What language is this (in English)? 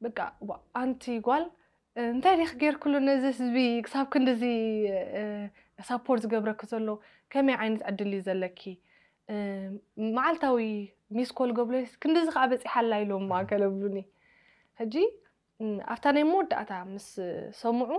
Tigrinya